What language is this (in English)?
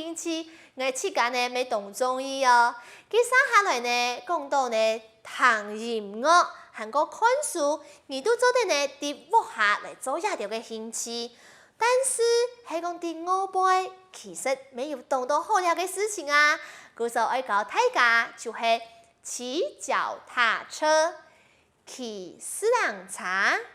Hakka Chinese